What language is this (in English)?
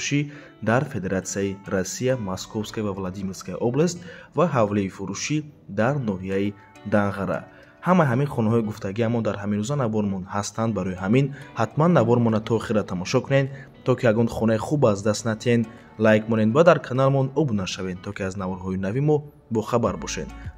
Tajik